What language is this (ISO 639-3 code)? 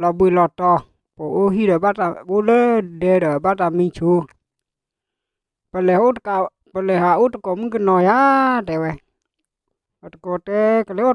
ksw